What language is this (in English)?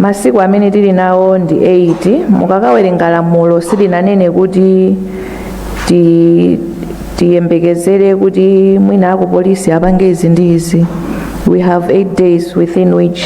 Nyanja